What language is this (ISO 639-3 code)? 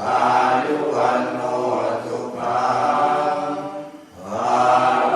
pli